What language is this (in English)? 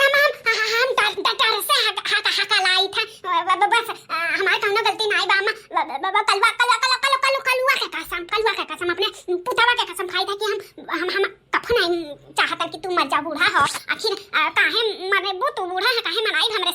Bhojpuri